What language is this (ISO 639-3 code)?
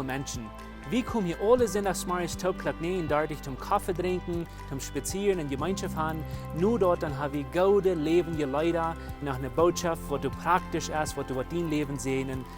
pdt